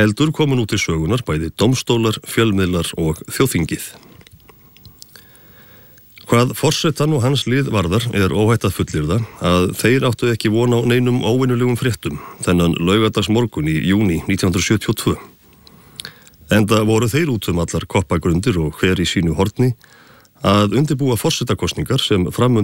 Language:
Icelandic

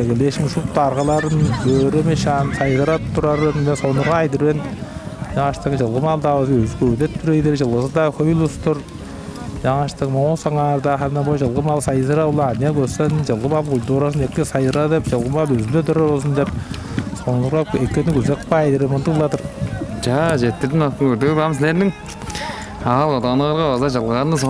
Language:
Tuvinian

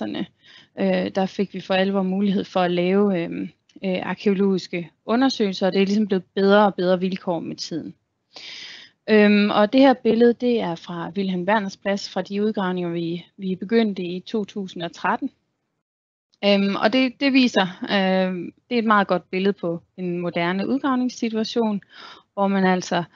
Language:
Danish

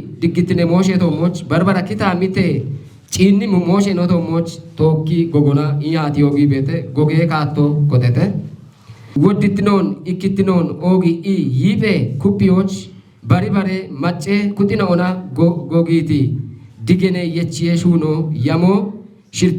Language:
Kafa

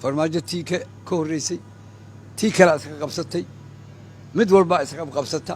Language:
Somali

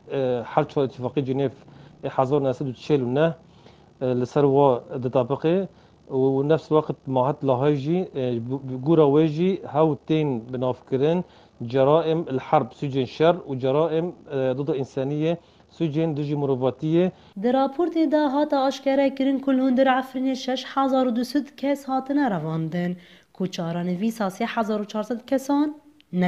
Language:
Kurdish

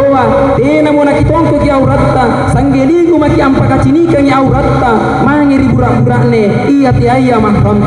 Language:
Makasar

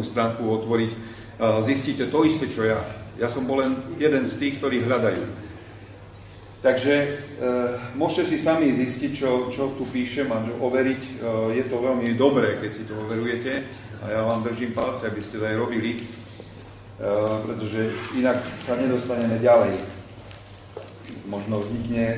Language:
Slovak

